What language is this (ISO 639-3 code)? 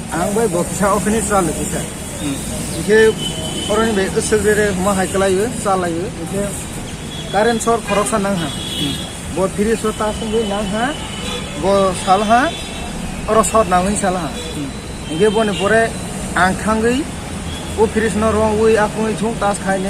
trp